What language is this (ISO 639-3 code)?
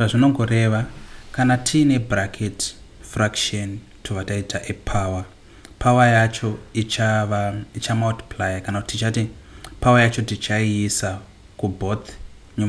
sna